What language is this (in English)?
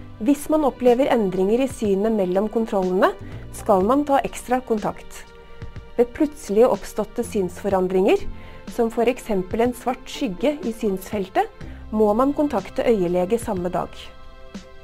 Norwegian